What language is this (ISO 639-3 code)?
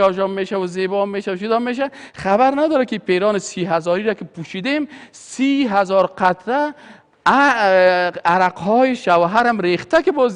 fas